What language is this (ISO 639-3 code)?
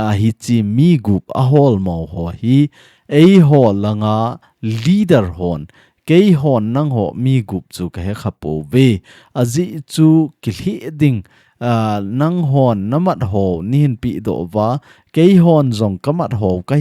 tcz